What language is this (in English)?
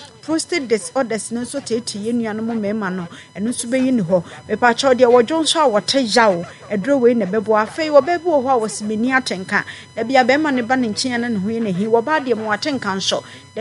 Akan